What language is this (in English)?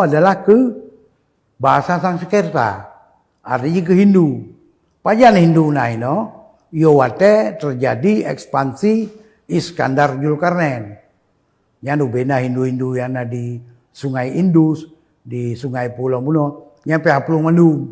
Achinese